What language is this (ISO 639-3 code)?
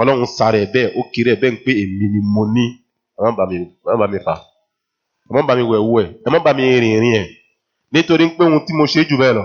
yor